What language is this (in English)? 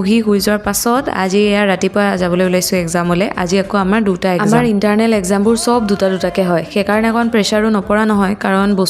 Assamese